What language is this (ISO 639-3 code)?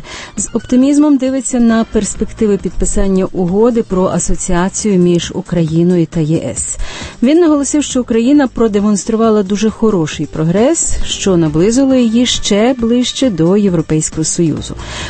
ukr